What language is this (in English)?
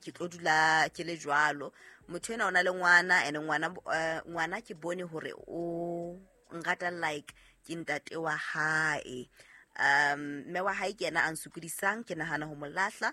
Southern Sotho